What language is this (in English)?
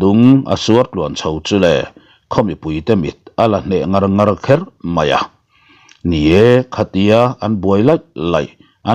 Mizo